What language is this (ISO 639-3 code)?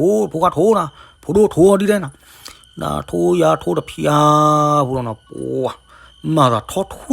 ksw